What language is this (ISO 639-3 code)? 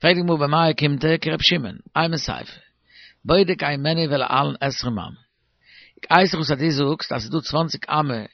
yid